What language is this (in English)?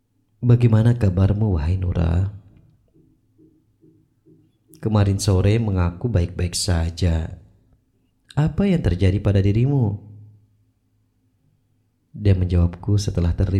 Indonesian